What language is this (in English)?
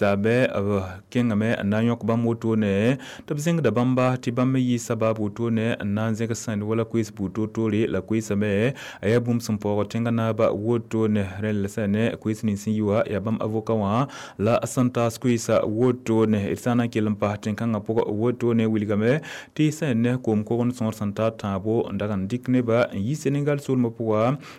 Mossi